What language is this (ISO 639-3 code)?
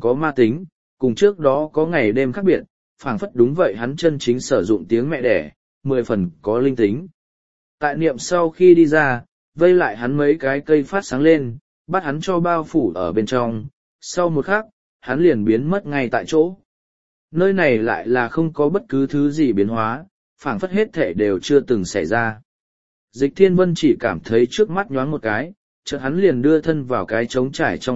vie